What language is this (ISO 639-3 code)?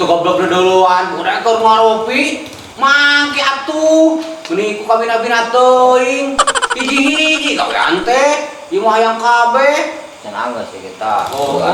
sun